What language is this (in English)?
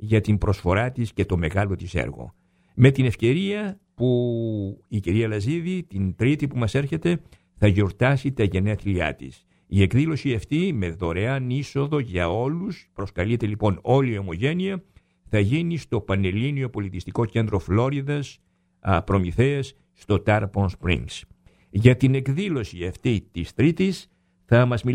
Greek